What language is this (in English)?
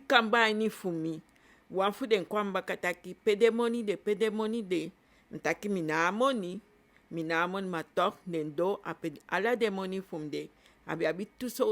Eastern Maroon Creole